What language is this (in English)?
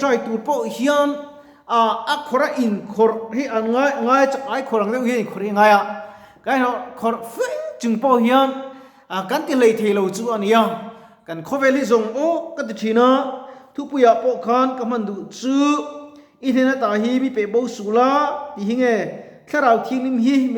Mizo